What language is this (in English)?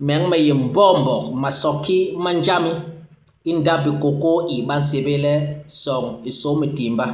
Basaa